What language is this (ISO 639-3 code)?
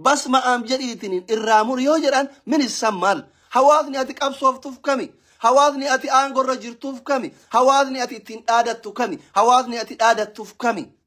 orm